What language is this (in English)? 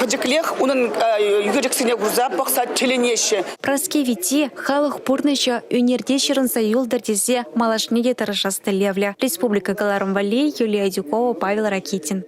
Chuvash